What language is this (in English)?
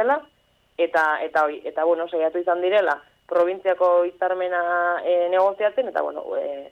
Basque